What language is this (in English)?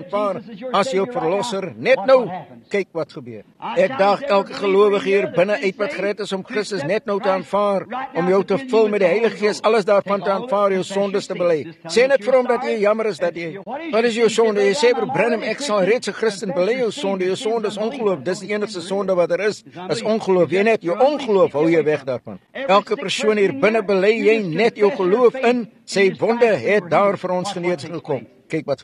Afrikaans